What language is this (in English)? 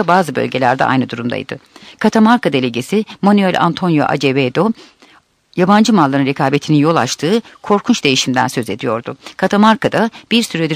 Turkish